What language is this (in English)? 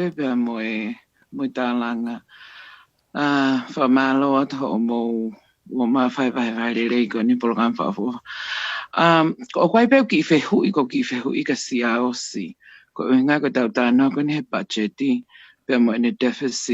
Tongan